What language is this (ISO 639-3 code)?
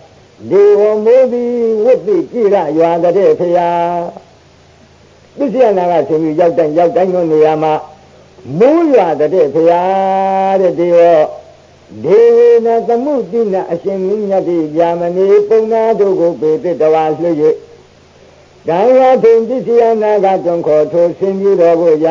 mya